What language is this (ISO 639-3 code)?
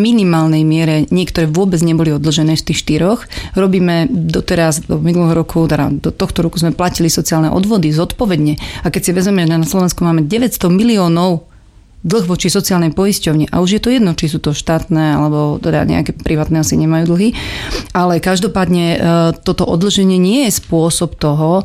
slk